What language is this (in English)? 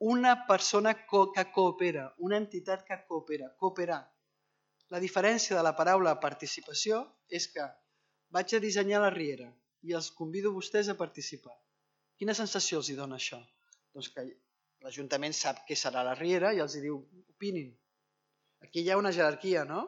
Catalan